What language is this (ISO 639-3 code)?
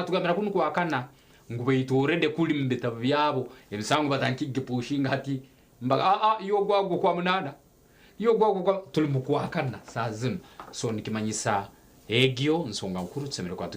nyn